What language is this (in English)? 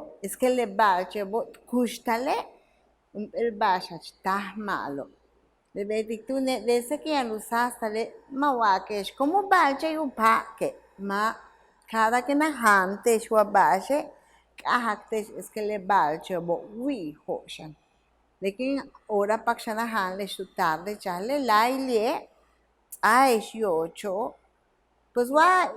Yucateco